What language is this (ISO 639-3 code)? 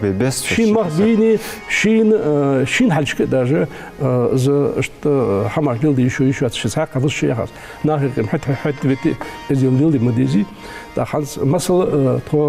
inh